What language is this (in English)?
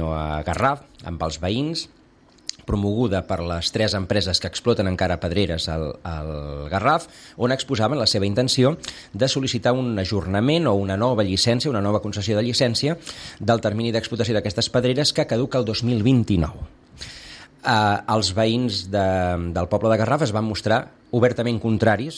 Catalan